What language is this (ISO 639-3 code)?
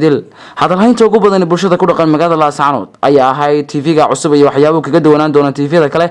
som